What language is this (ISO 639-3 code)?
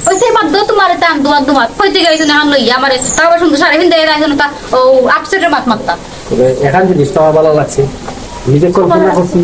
syl